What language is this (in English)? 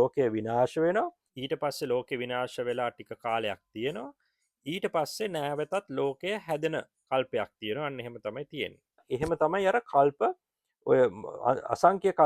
Sinhala